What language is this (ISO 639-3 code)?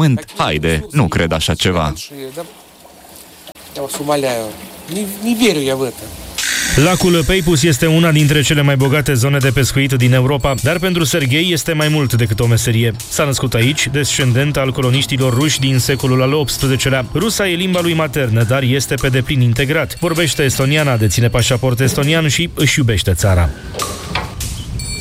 ron